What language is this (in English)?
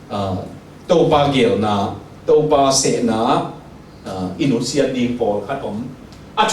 Tedim Chin